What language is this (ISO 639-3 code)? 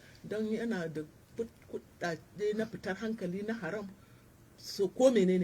hau